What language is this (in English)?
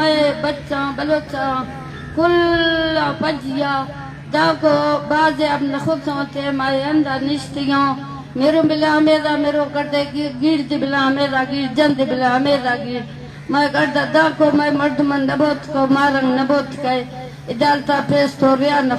Eastern Balochi